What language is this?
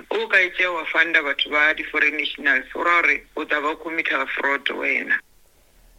Northern Sotho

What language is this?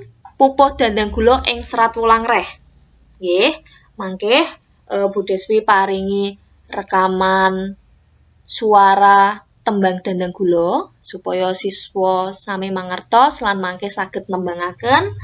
Javanese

